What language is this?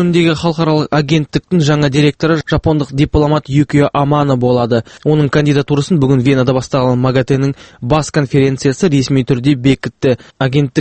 Kazakh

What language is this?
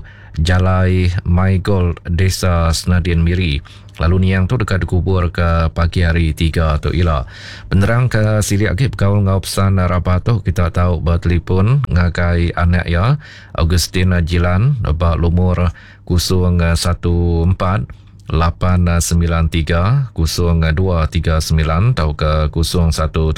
Iban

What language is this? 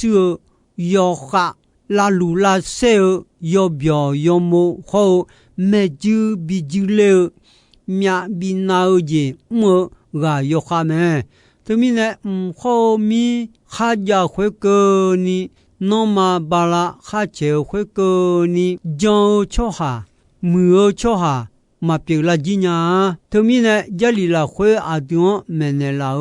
Akha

